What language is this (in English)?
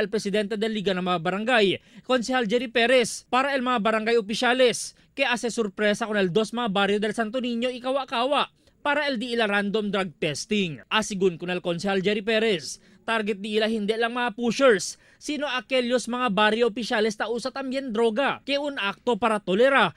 Chavacano